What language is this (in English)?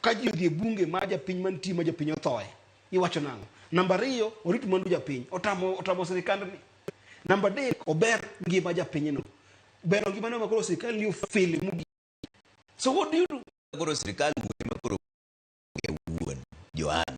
Luo (Kenya and Tanzania)